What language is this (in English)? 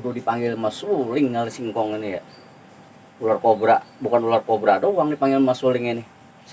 Betawi